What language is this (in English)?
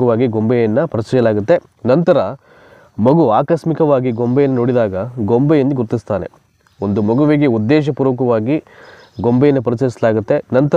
Kannada